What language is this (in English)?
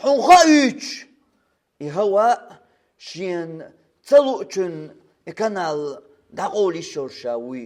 Chechen